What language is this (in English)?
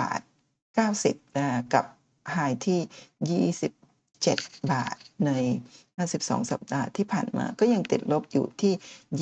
Thai